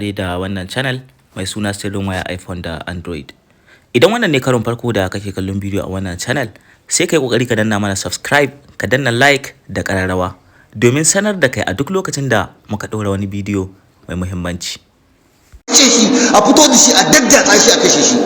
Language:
Hausa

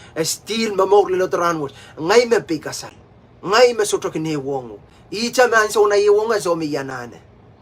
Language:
Pohnpeian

